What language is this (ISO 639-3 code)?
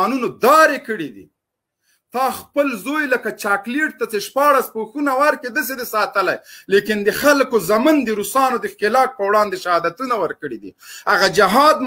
pus